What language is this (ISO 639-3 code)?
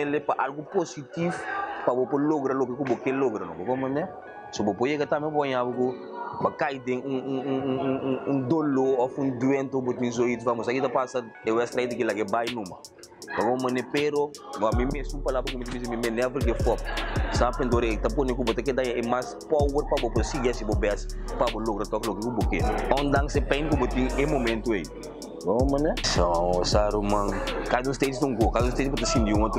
pap